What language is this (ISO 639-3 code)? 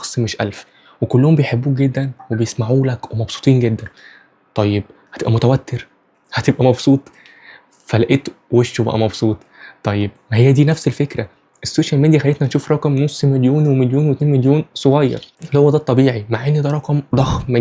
arz